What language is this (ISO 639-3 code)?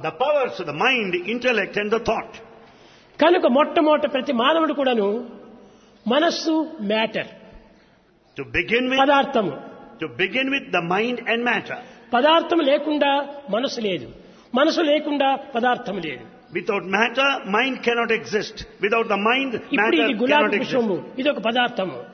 tel